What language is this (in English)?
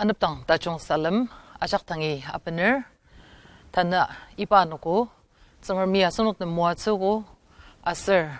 Ao Naga